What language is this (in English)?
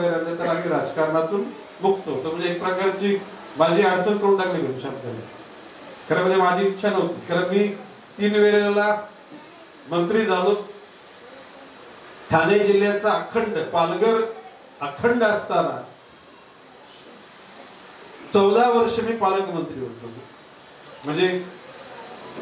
Marathi